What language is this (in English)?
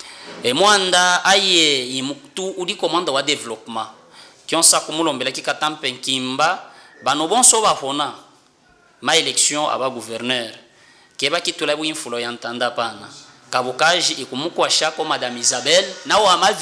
Luba-Katanga